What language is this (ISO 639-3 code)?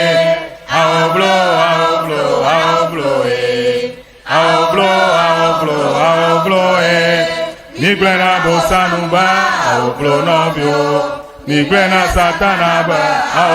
ewe